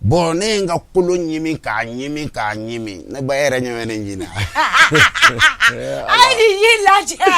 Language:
Bambara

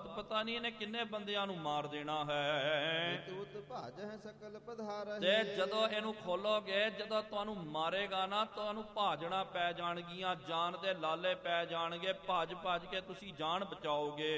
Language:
Punjabi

